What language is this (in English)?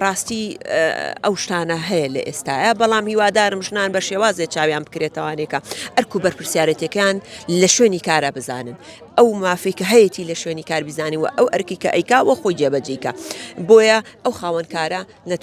Central Kurdish